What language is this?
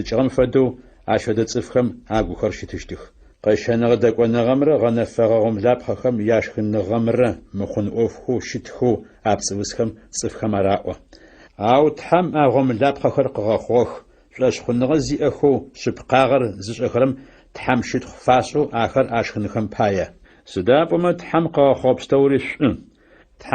Adyghe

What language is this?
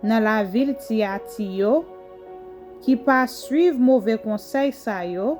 Haitian Creole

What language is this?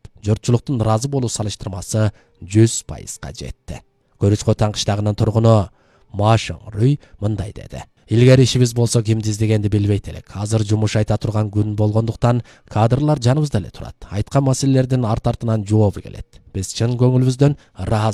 Kyrgyz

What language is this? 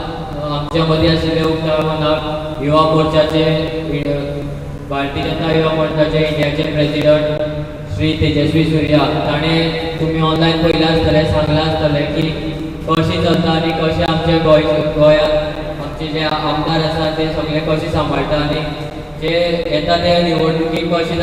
Konkani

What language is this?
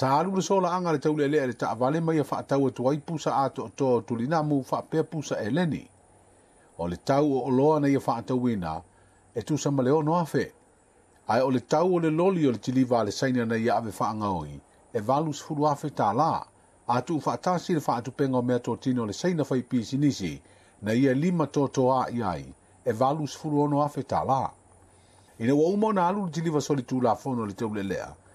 Samoan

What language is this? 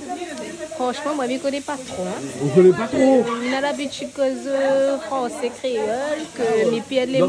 Réunion Creole French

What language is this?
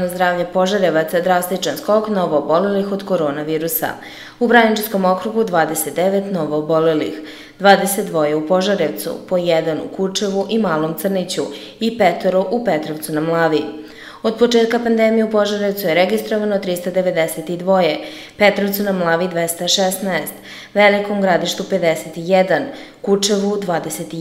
Serbian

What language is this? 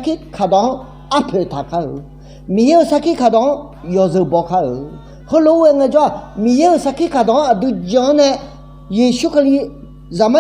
Akha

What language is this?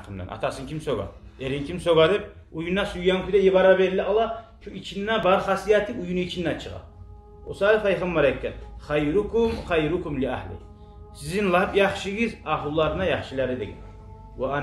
Kumyk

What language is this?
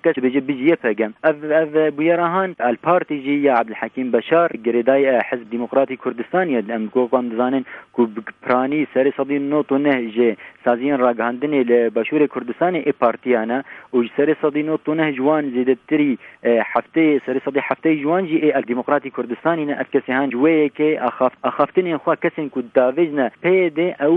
Kurdish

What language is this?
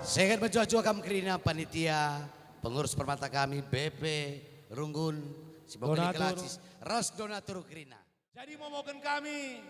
Batak Karo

